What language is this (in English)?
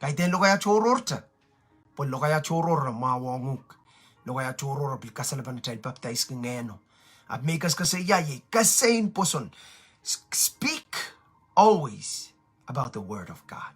Pohnpeian